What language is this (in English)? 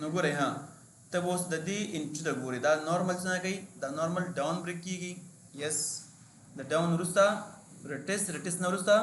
Pashto